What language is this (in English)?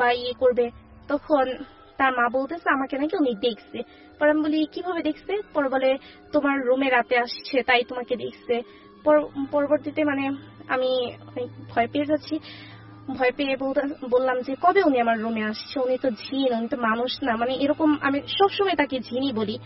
Bangla